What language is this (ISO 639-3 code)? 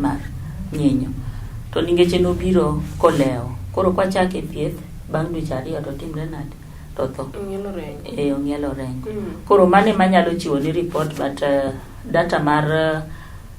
luo